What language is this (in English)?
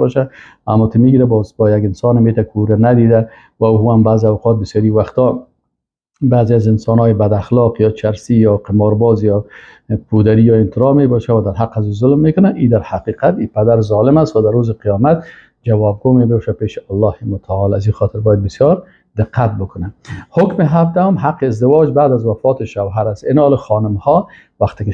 Persian